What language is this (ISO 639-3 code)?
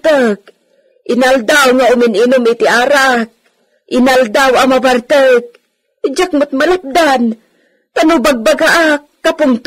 ilo